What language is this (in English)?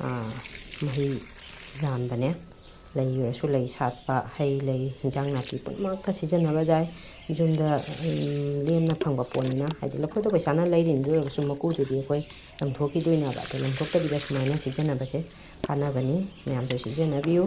Manipuri